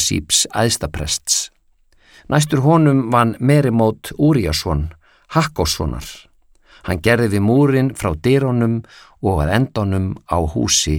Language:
Icelandic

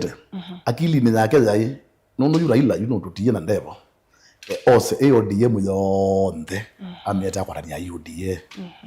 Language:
Kamba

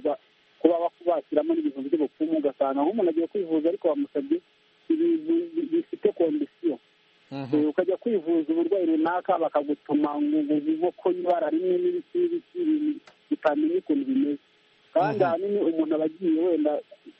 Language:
Kinyarwanda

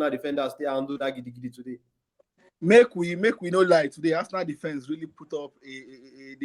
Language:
Nigerian Pidgin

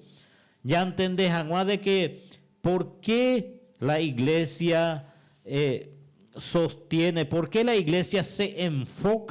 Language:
Guarani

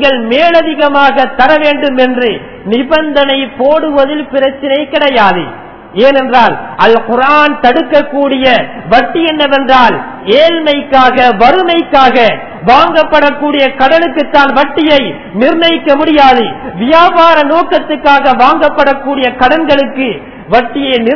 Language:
Tamil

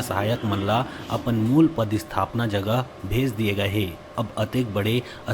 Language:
Chhattisgarhi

